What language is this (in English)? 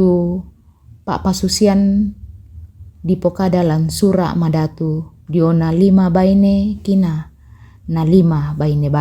Toraja-Sa'dan